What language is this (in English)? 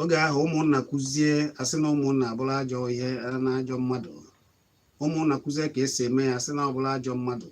Igbo